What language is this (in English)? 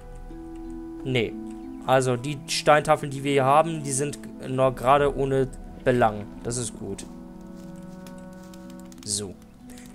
German